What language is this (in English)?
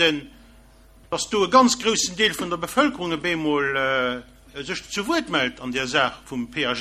Luxembourgish